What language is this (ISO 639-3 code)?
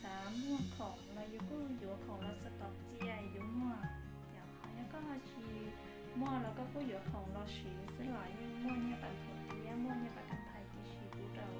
hmn